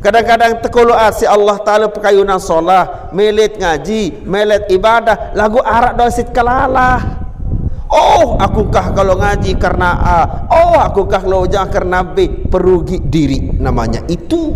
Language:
Sasak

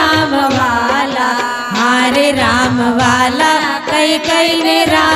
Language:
Gujarati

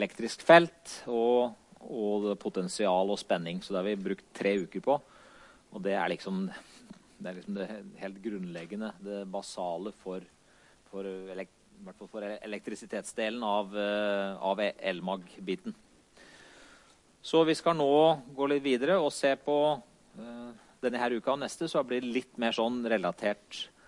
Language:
Norwegian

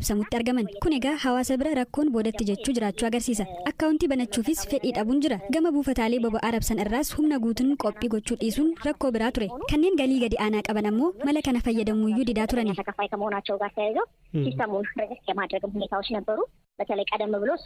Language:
Oromo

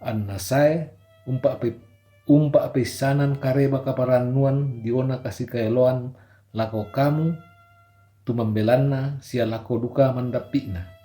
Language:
Toraja-Sa'dan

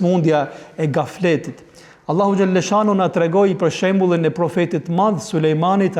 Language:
Albanian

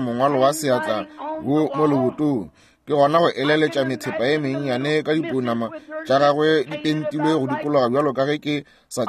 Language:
Northern Sotho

